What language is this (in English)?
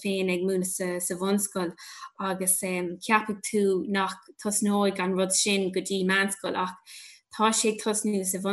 Irish